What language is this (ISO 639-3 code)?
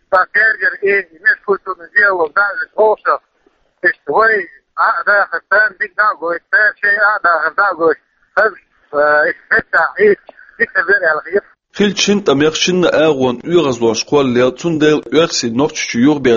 che